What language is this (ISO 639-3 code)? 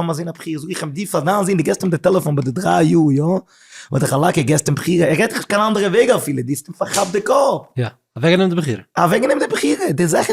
yid